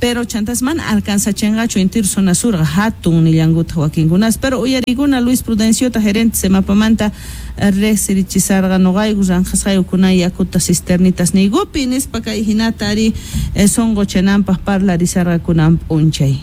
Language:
South Bolivian Quechua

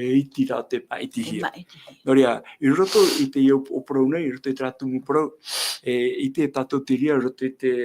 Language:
Tahitian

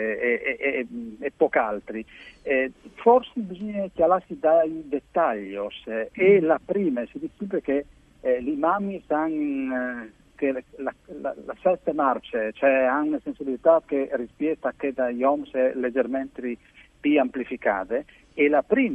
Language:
Friulian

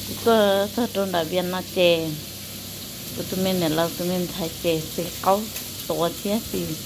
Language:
Hmong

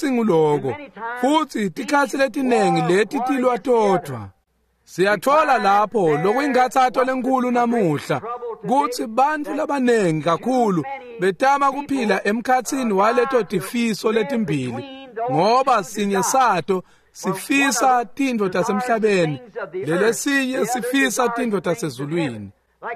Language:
Swati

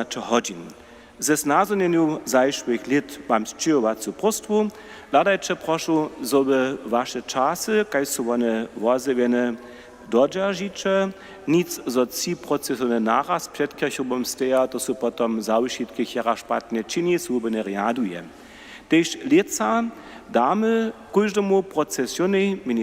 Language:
Upper Sorbian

